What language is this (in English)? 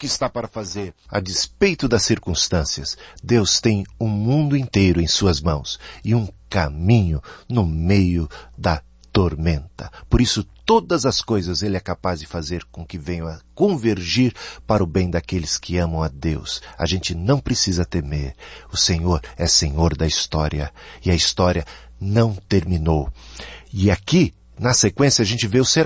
Portuguese